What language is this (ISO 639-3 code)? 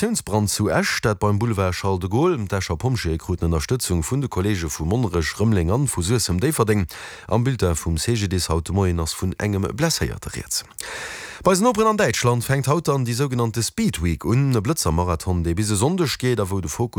ltz